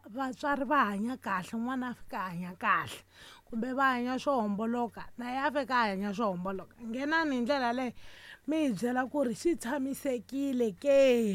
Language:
Tsonga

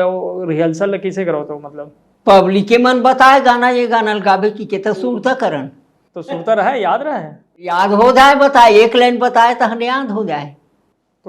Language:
Chhattisgarhi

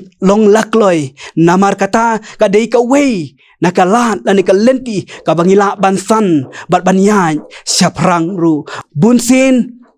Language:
Khasi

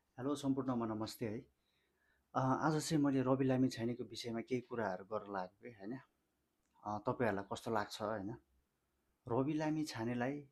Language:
Nepali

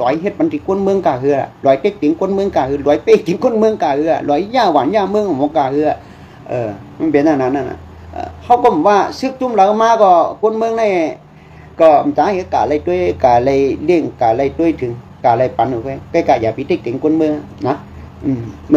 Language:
Shan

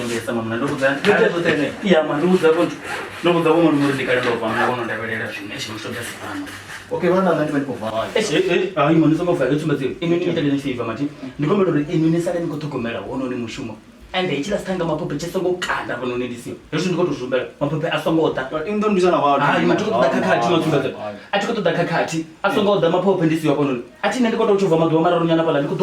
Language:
Venda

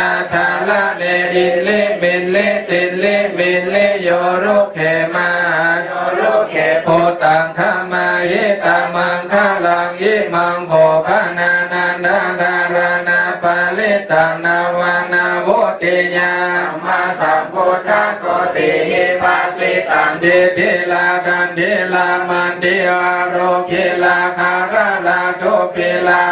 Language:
Pali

